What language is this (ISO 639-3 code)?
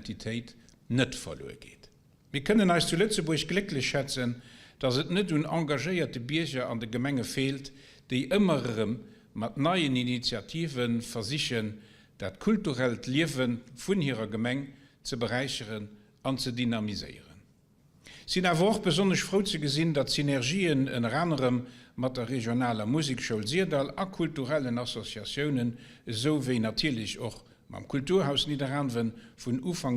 ltz